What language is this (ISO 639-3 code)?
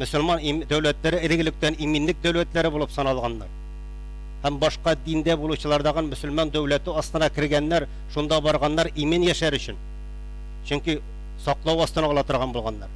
tat